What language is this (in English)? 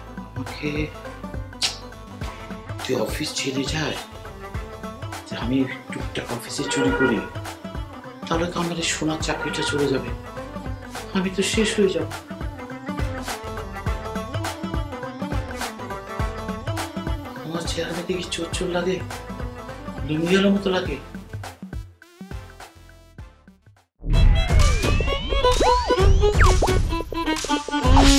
Bangla